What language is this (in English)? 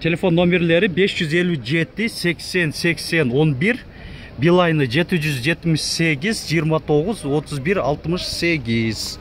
Kyrgyz